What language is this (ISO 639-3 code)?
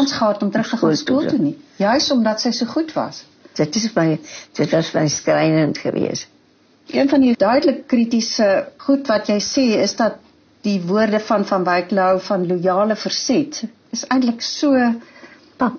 afr